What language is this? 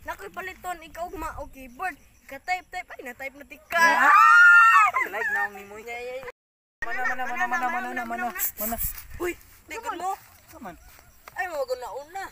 Cebuano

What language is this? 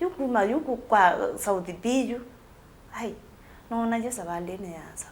Kamba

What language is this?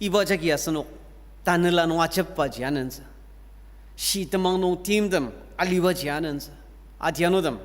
Ao Naga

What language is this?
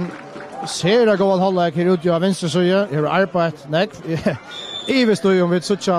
Faroese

